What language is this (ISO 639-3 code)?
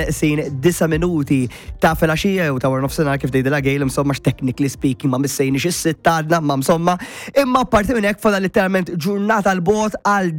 mlt